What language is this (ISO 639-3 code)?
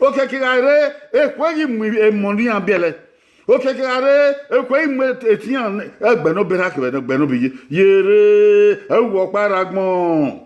bin